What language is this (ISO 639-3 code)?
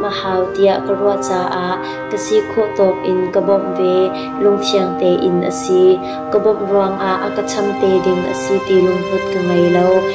cnh